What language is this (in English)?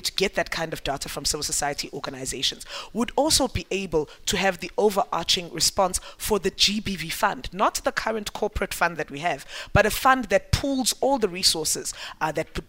English